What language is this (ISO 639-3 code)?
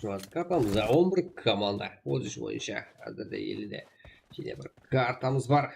kaa